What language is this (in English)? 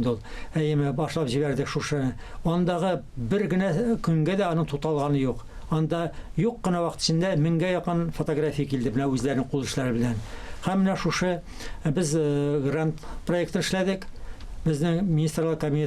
Tatar